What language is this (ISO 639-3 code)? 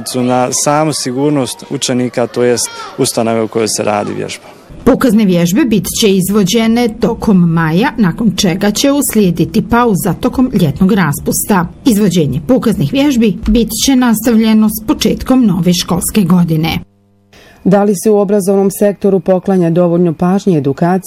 bos